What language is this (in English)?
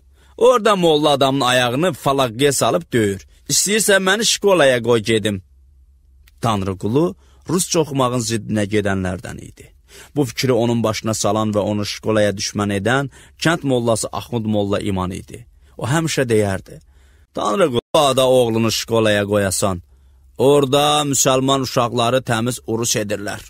Azerbaijani